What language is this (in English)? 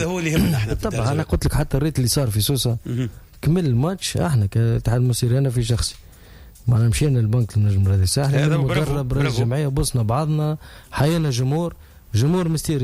Tunisian Arabic